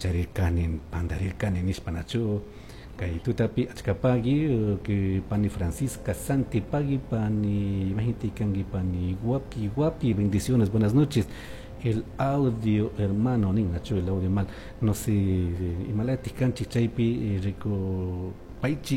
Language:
Chimborazo Highland Quichua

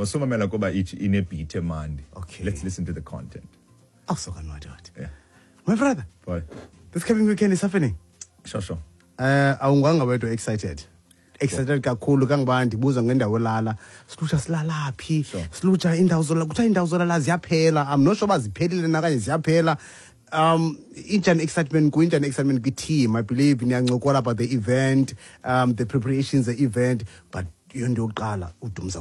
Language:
Xhosa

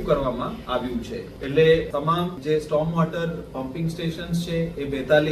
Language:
Gujarati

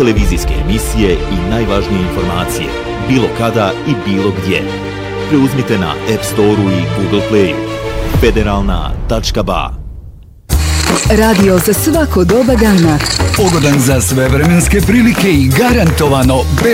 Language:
Bosnian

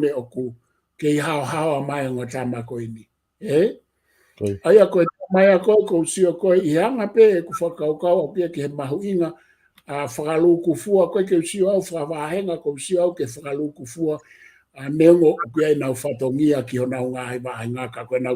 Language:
Tongan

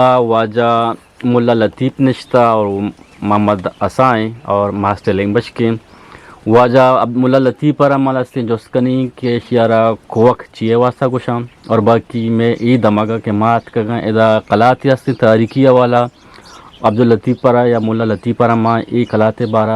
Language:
Eastern Balochi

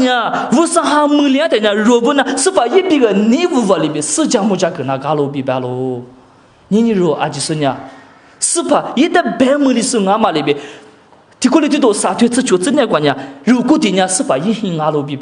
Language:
Lisu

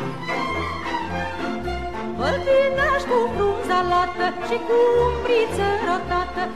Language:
Romanian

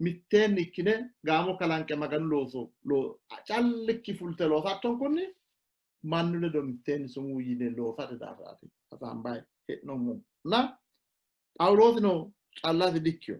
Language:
Sidamo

